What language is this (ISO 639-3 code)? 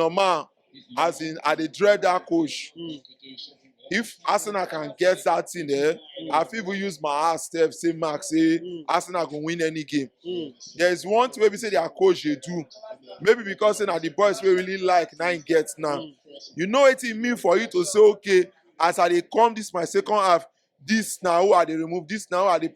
pcm